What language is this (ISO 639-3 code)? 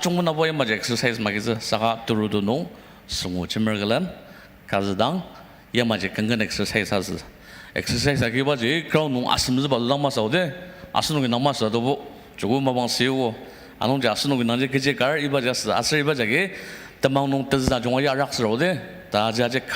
njo